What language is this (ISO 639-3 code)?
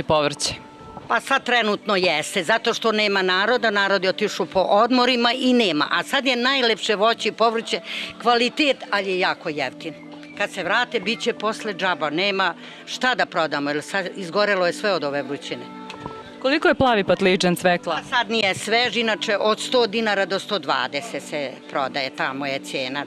srp